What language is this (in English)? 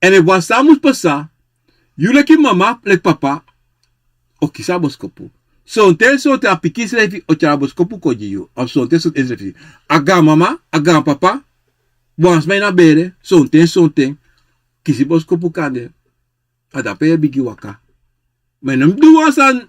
Sranan Tongo